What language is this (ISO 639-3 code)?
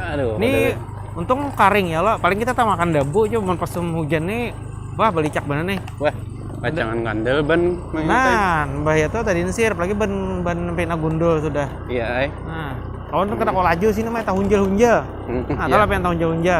bjn